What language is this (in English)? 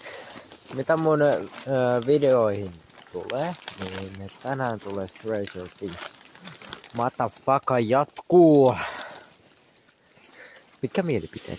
Finnish